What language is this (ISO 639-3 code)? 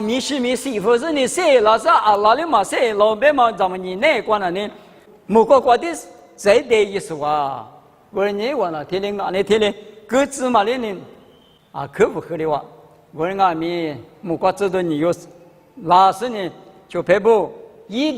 lis